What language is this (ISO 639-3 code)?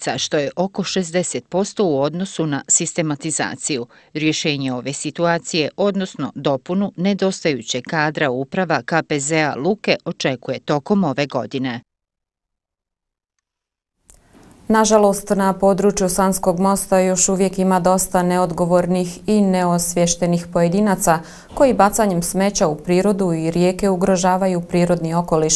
bos